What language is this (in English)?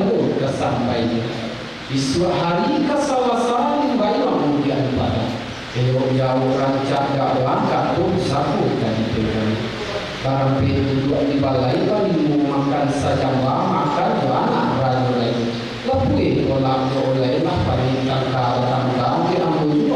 Minangkabau